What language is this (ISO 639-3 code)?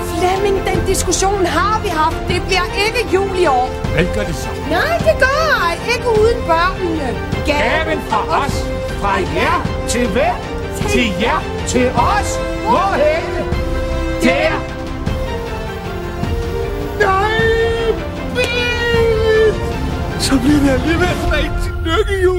dan